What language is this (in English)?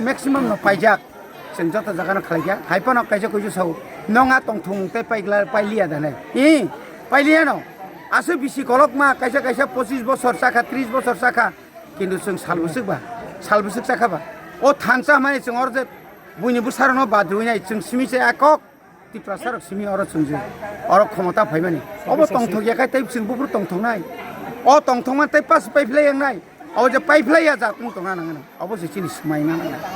Kok Borok